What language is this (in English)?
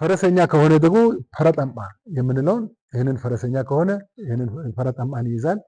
Amharic